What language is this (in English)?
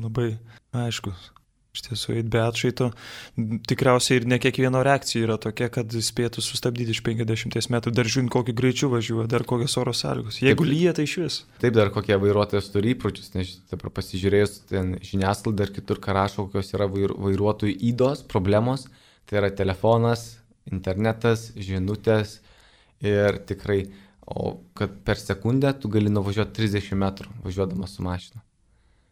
Lithuanian